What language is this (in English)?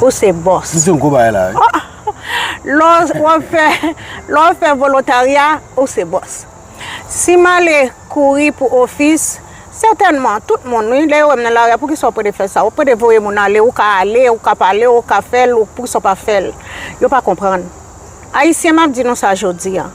Haitian Creole